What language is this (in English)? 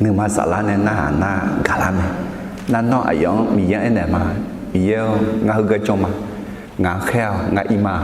Akha